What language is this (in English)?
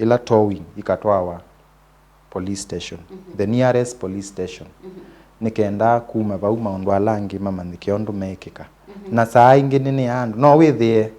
Kamba